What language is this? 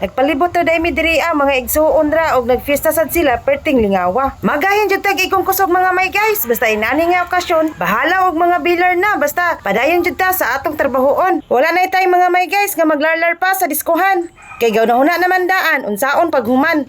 Cebuano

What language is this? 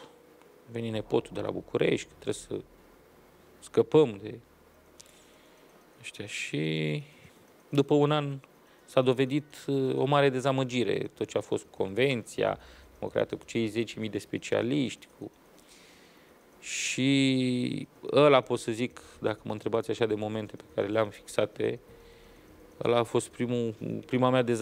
Romanian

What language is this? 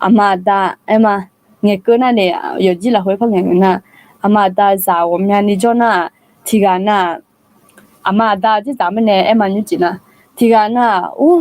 Akha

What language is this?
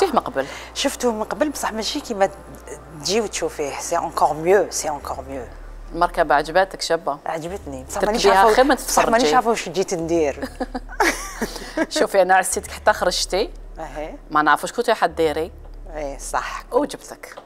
Algerian Arabic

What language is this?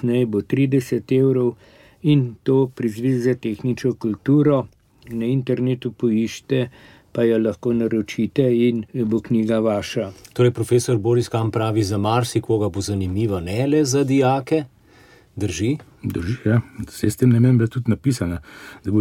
Slovenian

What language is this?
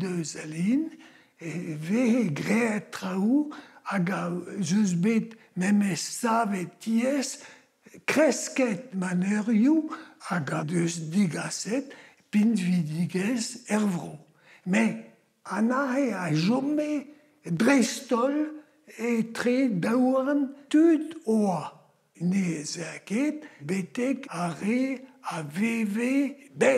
Breton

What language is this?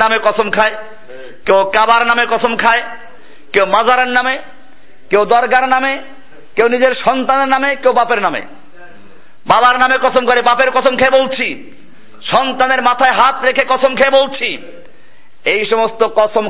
Bangla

